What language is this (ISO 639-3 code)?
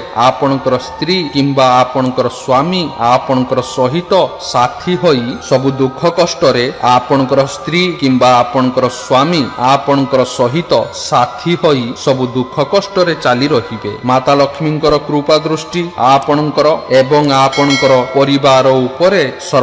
ori